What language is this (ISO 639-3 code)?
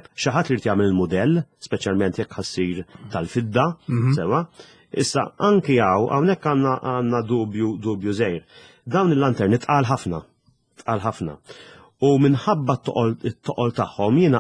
mlt